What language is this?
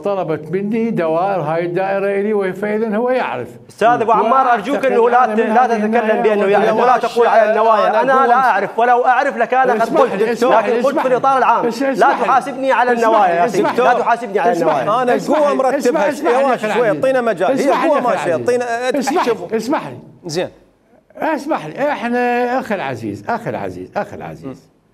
Mesopotamian Arabic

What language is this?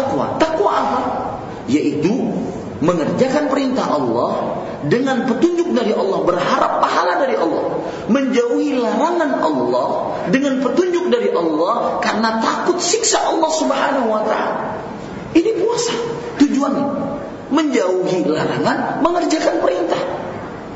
Indonesian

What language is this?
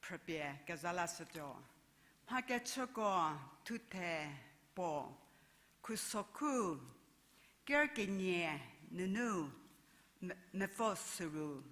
Angami Naga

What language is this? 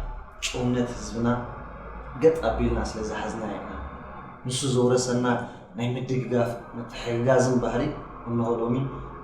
Tigrinya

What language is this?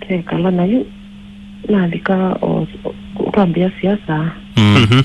Kamba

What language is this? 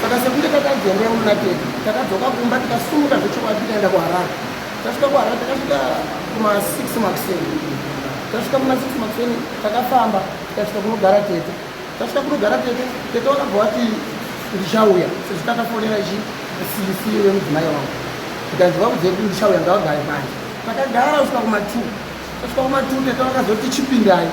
Shona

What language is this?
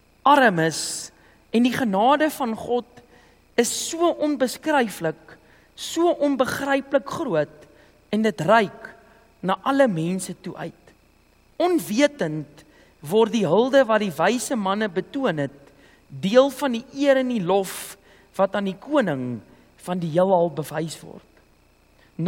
Afrikaans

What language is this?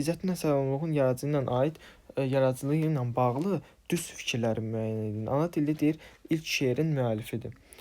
Azerbaijani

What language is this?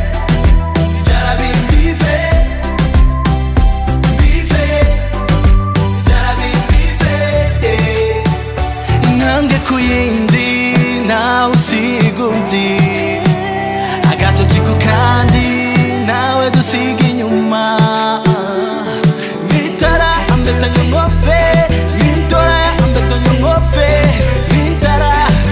Kinyarwanda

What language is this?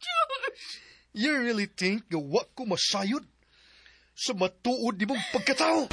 Cebuano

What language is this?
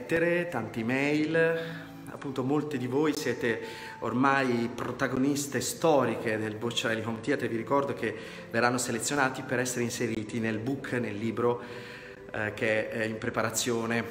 Italian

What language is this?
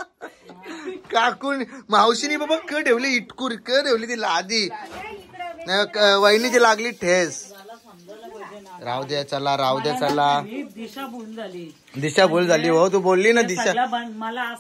Marathi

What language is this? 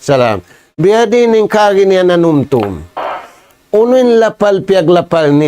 Tausug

